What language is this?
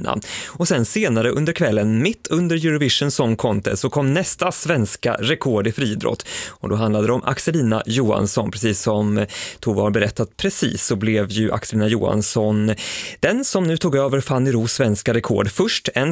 Swedish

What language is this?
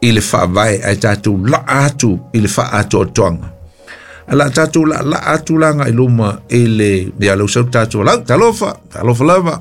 Samoan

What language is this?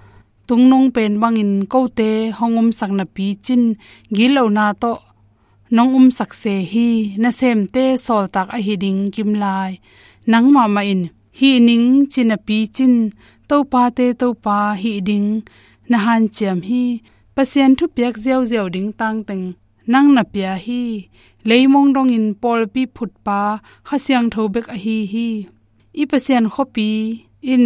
Tedim Chin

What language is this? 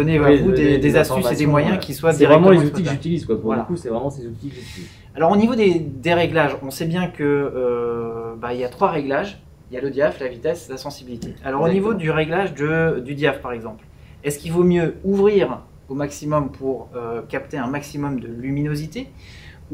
French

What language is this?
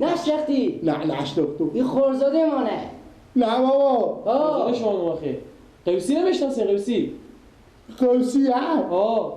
Persian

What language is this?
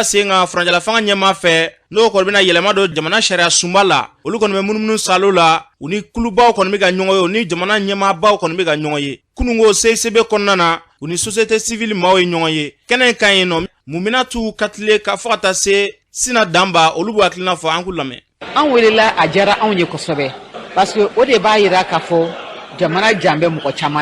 Bambara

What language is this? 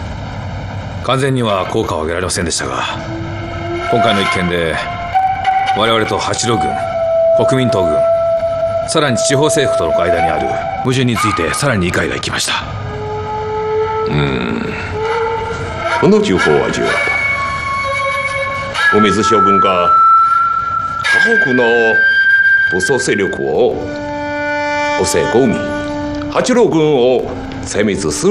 Japanese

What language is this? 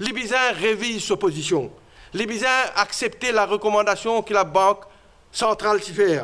Morisyen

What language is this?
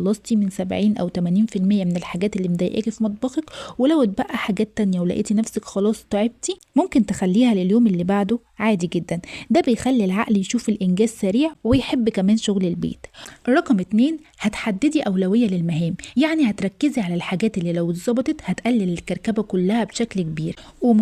Egyptian Arabic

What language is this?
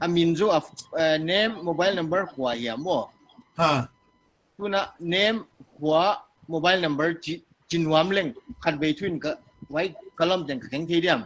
Paite Chin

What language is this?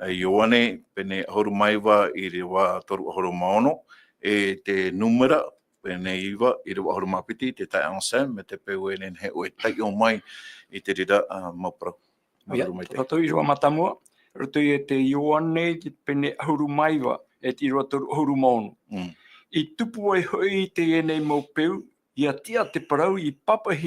Tahitian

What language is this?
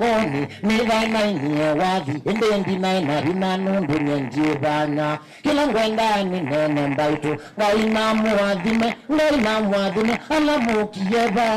Kamba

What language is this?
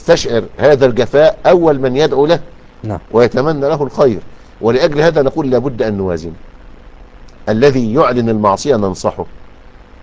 Arabic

